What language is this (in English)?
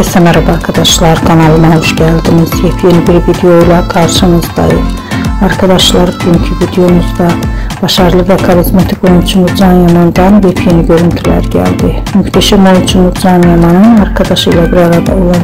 Turkish